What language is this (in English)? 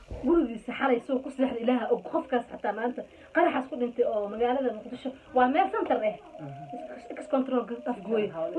Somali